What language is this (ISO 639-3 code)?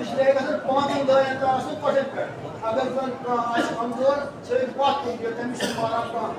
kas